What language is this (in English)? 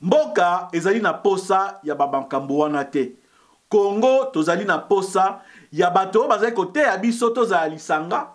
Lingala